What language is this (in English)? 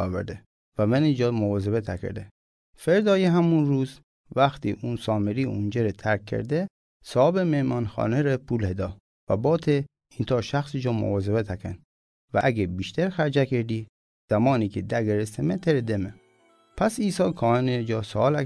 Mazanderani